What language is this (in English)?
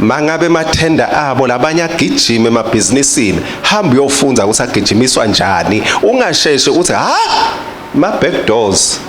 Swati